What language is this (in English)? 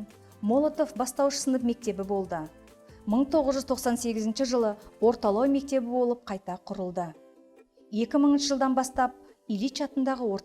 Kazakh